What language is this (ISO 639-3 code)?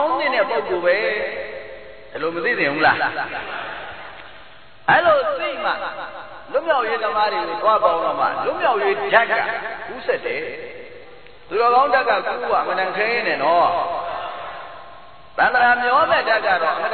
mya